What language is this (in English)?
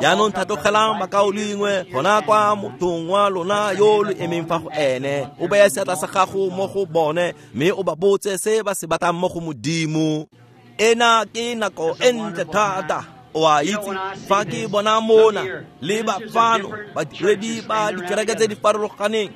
Tswana